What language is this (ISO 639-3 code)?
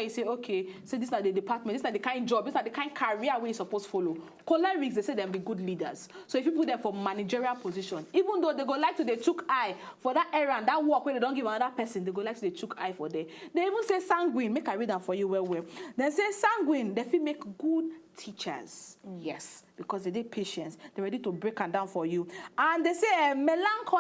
pcm